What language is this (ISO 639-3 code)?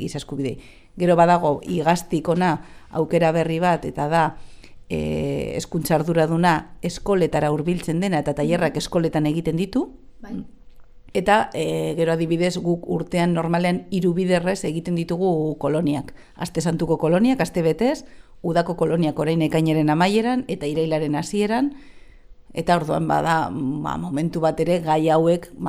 eus